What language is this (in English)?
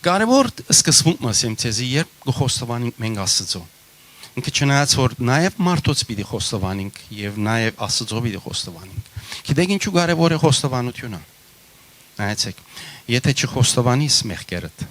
Western Armenian